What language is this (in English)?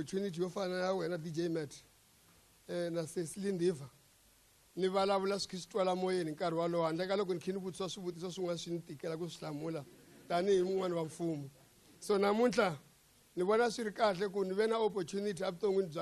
Tsonga